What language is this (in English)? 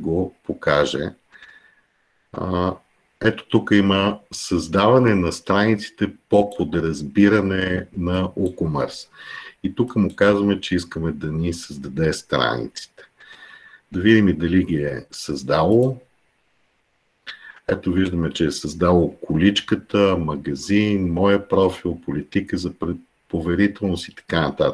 Bulgarian